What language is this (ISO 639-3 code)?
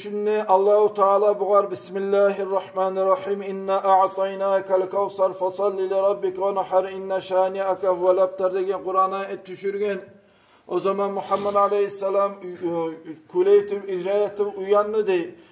kum